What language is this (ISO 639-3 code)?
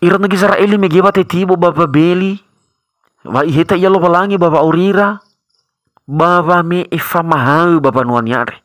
nia